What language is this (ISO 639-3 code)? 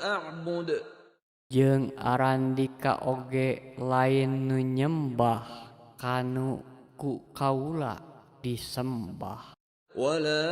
sun